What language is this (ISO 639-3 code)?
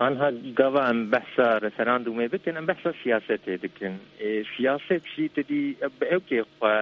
kur